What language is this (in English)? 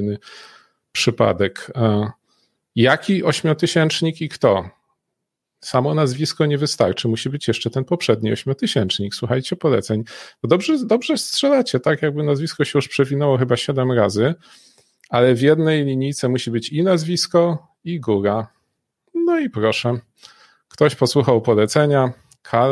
Polish